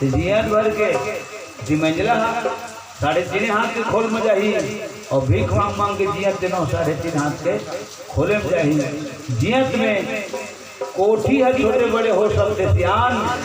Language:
Chhattisgarhi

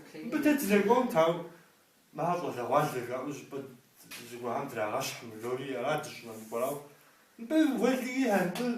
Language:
Kabardian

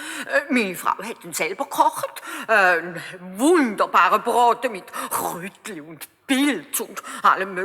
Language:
Swiss German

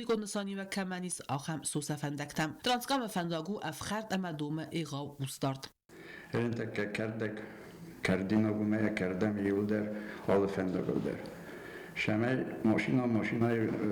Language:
Ossetic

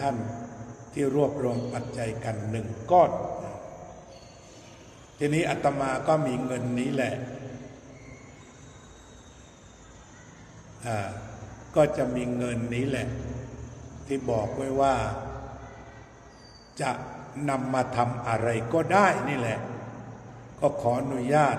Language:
Thai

